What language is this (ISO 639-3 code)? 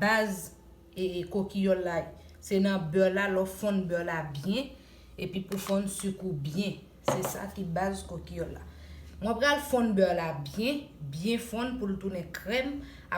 hat